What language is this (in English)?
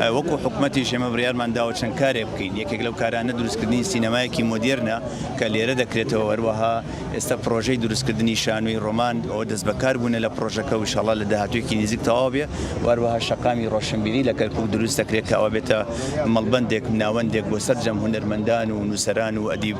Central Kurdish